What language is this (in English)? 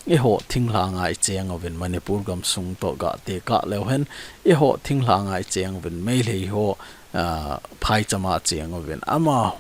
Thado Chin